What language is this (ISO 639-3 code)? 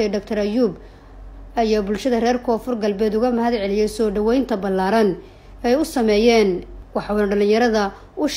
som